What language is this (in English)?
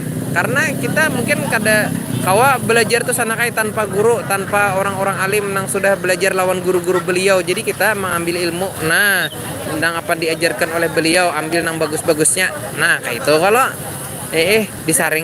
Banjar